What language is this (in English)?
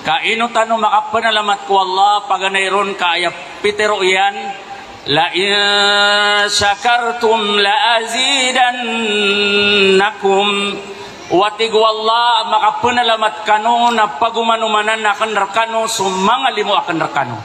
Maranao